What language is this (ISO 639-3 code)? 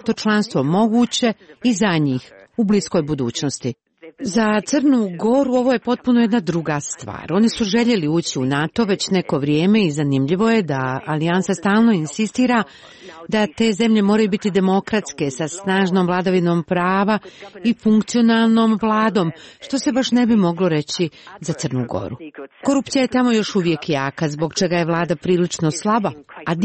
hrv